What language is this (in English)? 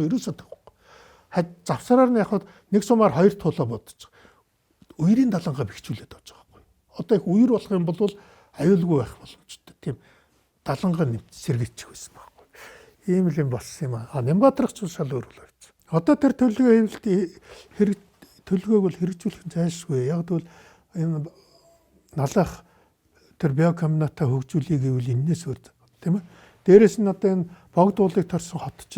Mongolian